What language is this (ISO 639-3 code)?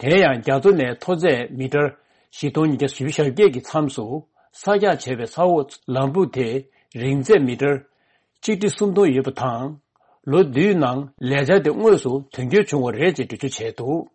bod